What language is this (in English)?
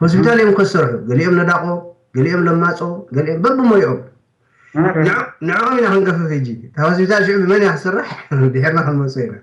Tigrinya